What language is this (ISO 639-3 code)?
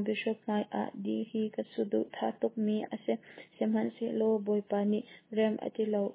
cnh